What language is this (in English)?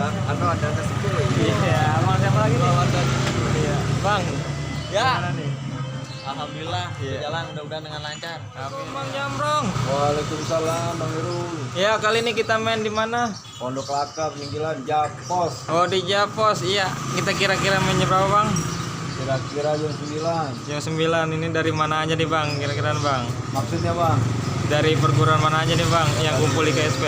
Betawi